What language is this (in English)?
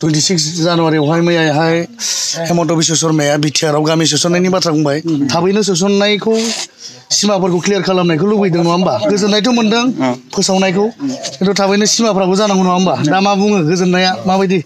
Bodo